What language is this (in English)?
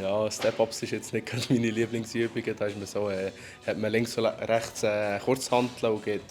Swiss German